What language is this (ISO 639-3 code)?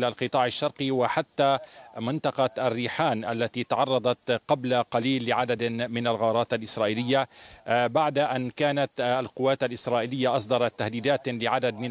ara